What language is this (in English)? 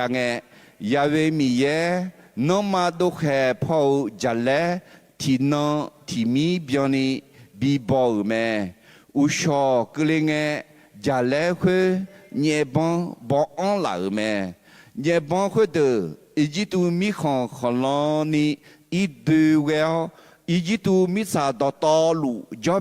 Akha